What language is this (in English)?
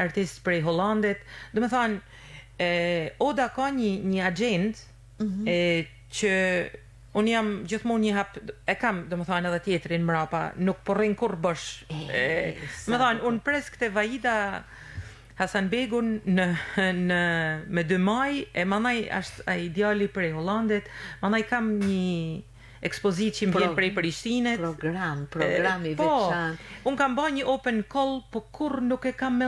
Albanian